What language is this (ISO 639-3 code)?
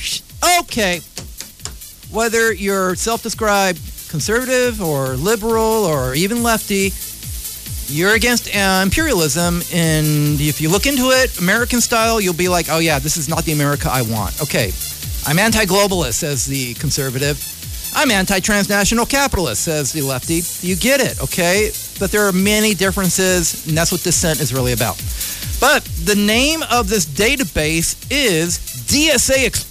eng